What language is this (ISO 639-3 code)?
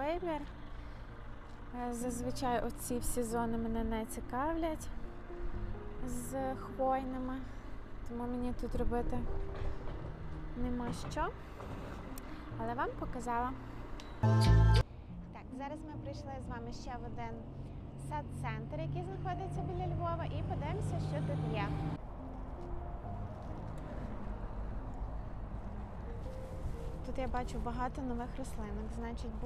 ukr